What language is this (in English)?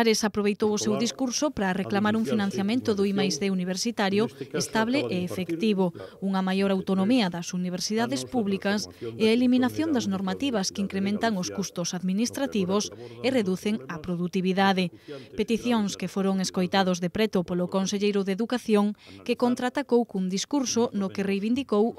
Galician